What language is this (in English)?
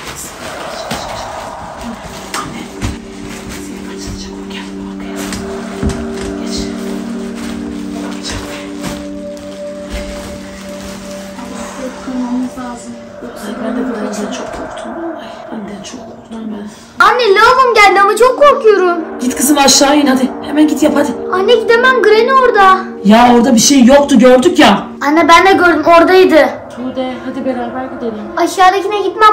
Turkish